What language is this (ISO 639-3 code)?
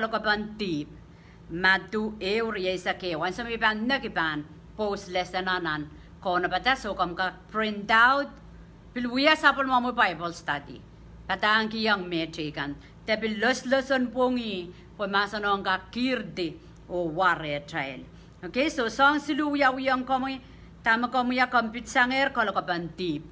pon